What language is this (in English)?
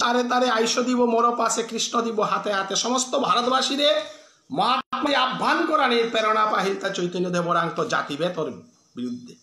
Bishnupriya